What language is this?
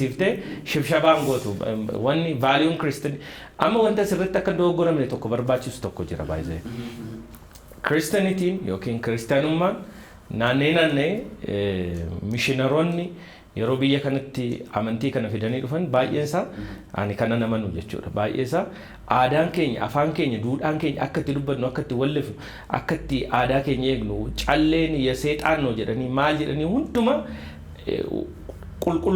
Oromo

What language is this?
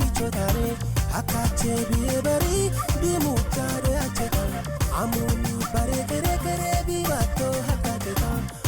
Kafa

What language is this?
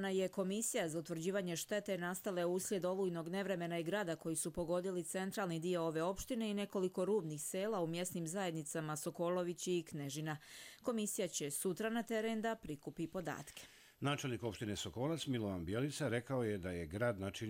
Croatian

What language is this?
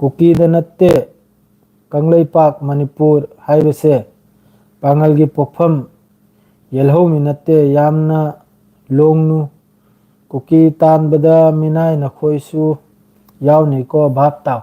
Manipuri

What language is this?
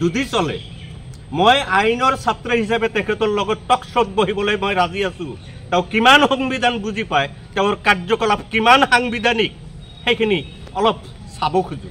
Assamese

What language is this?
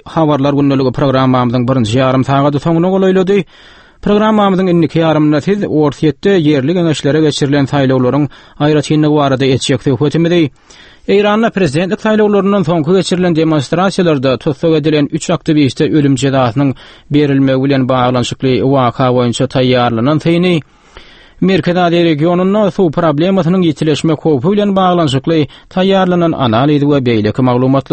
Turkmen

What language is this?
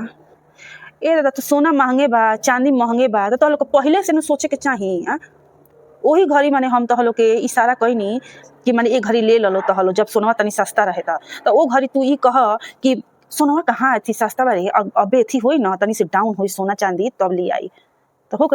Bhojpuri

